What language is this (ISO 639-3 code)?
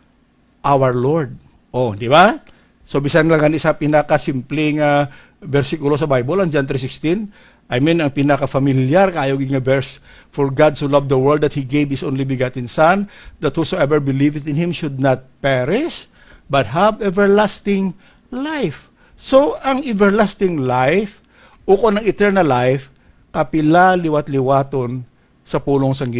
hil